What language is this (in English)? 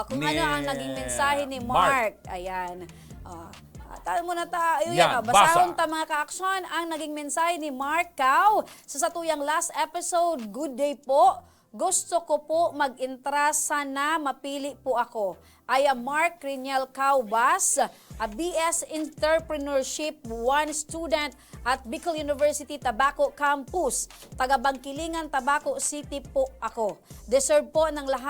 Bikol